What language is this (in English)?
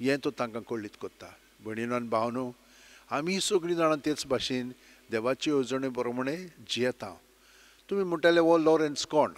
Konkani